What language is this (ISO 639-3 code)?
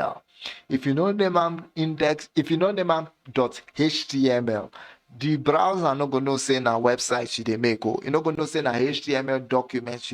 pcm